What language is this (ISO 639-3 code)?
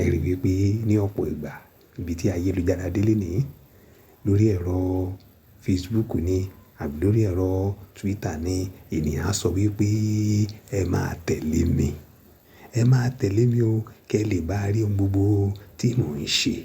yor